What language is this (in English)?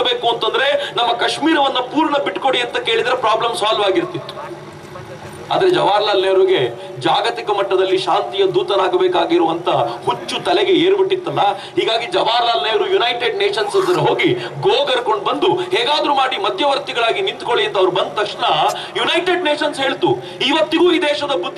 Kannada